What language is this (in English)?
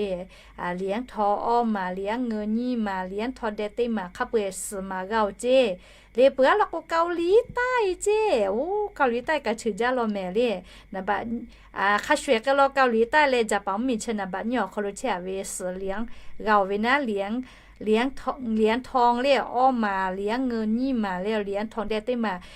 Lahu